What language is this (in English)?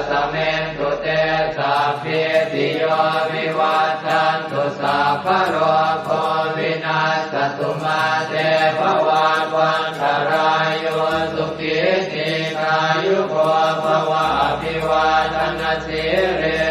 Pali